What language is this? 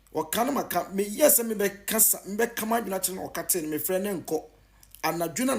Akan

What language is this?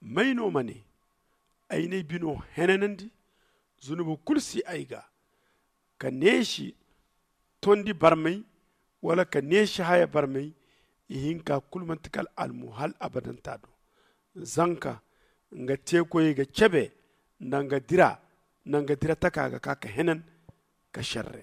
Zarma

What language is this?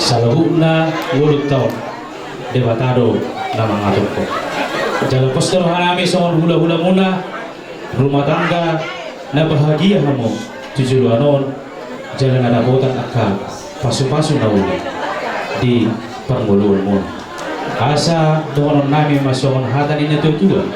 Batak Toba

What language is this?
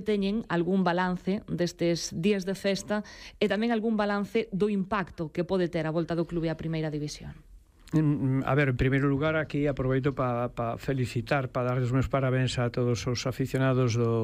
Galician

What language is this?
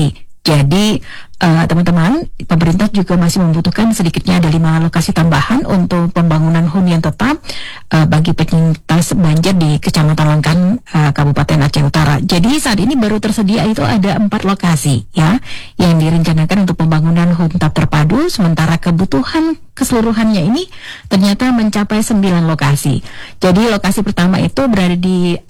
Indonesian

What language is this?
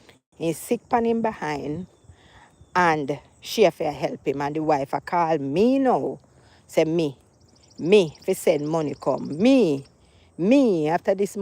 Jamaican Creole English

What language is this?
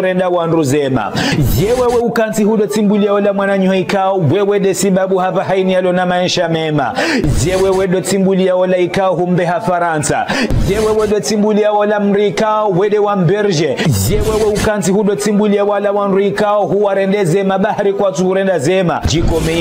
Ngazidja Comorian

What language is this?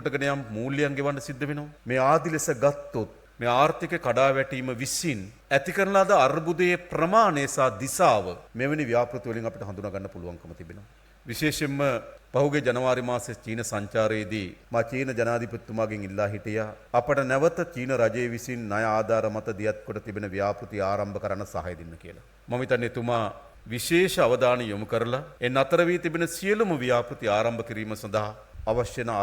Sinhala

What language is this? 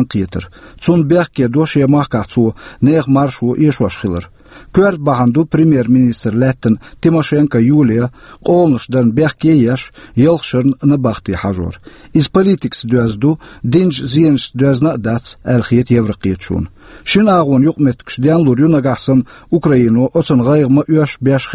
Chechen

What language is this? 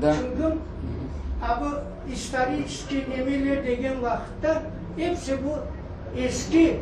Crimean Tatar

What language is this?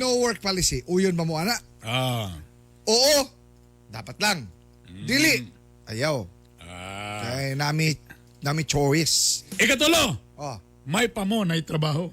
Cebuano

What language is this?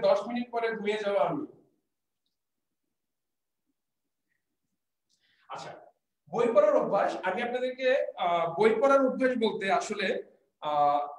Bangla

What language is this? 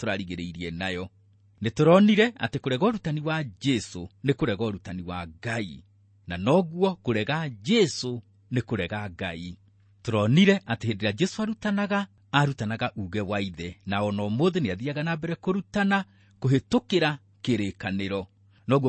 Kikuyu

